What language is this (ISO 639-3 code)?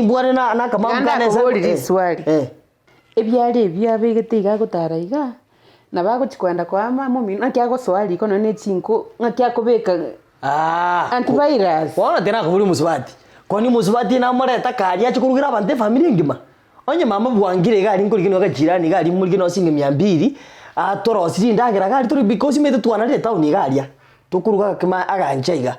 guz